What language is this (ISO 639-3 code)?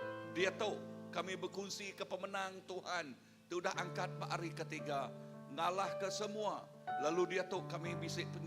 iba